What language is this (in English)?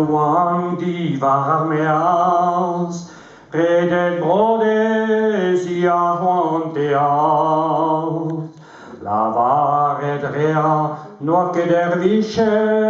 Breton